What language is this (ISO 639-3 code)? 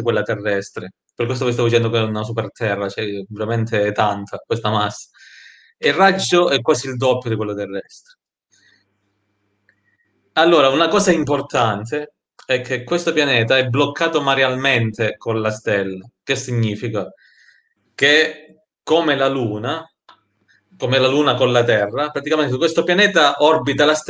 ita